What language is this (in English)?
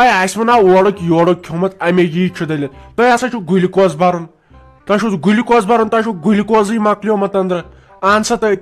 Kashmiri